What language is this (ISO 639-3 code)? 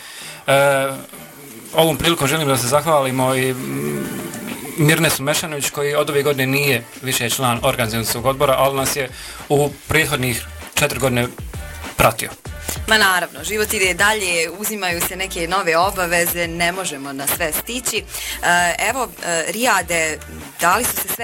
bos